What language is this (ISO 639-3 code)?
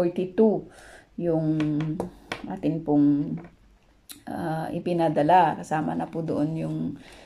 fil